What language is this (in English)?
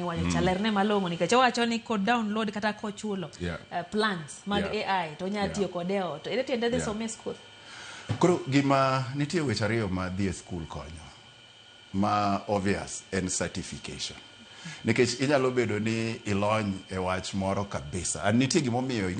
Luo (Kenya and Tanzania)